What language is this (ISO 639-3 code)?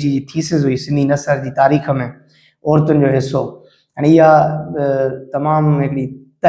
snd